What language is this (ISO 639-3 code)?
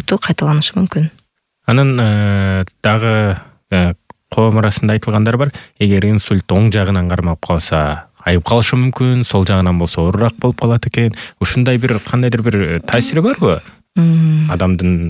kir